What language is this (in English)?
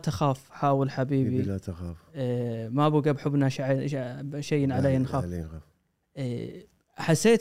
Gulf Arabic